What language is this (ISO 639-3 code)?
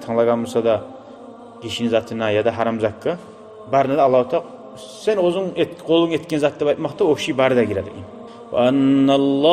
kum